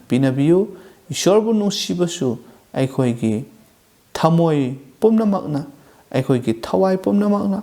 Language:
Manipuri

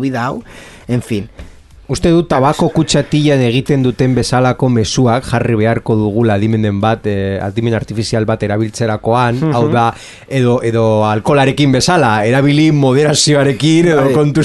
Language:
Basque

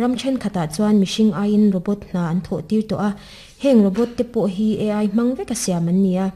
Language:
Mizo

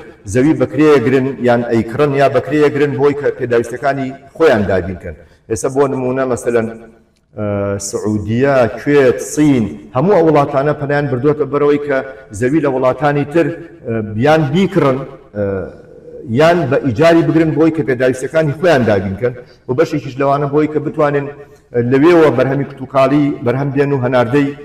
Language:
Central Kurdish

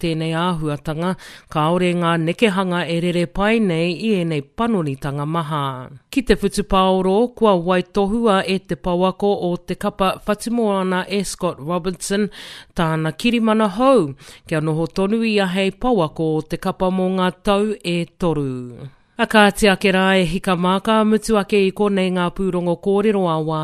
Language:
Māori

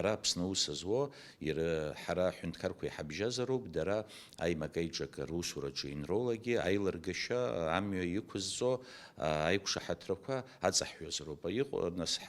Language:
Abkhazian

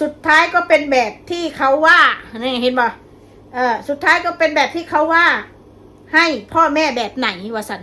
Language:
Northeastern Thai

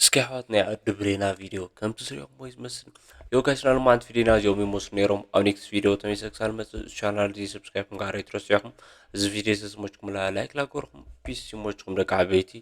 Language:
Tigrinya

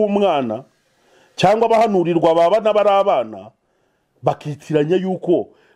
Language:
Kinyarwanda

